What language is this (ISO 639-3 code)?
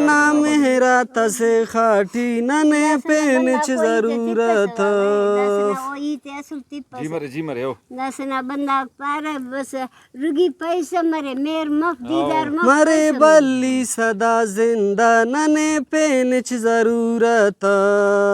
brh